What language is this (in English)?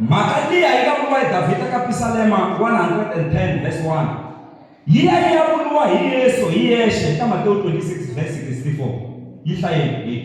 Tsonga